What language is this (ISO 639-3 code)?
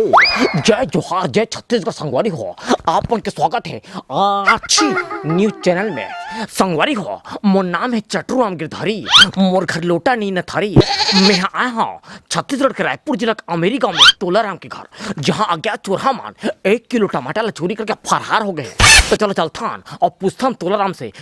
hne